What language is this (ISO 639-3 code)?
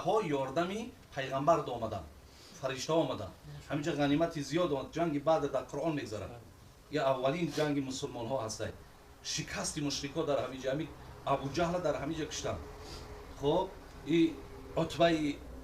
tgk